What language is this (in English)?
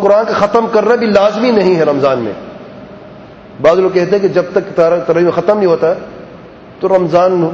Urdu